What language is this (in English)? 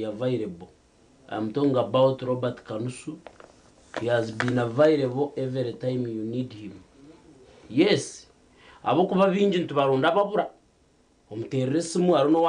Nyankole